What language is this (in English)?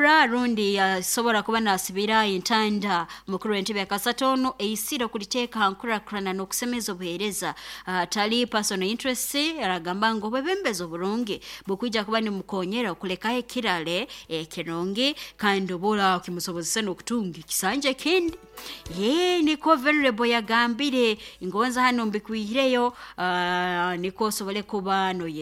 Nyoro